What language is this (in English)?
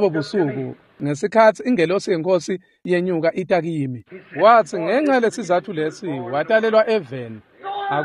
Swati